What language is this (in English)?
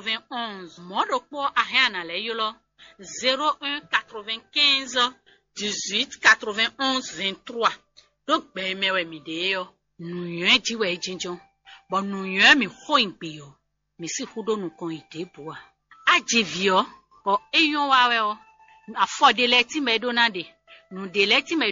Fon